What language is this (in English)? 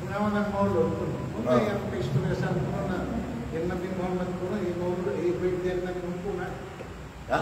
Kalagan